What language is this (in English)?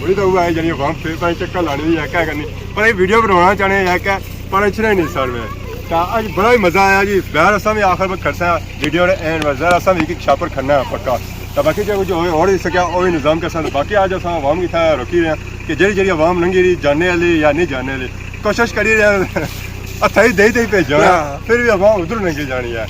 Pahari-Potwari